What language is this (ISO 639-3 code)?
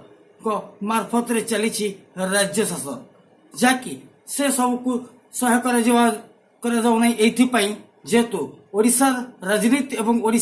ori